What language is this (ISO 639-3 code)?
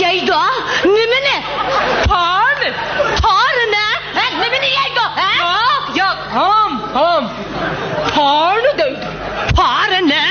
uig